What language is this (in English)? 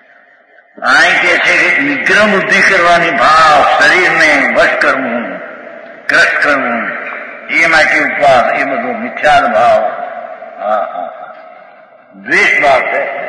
Gujarati